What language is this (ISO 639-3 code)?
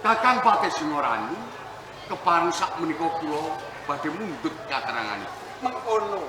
jav